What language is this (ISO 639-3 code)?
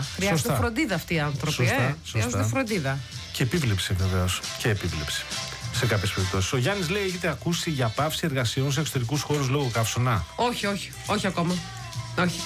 ell